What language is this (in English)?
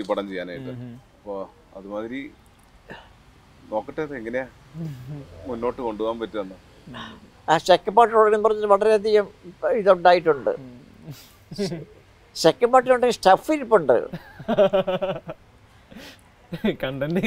Malayalam